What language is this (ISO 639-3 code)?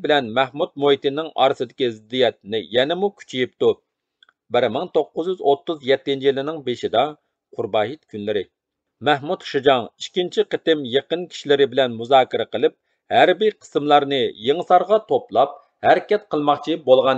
uig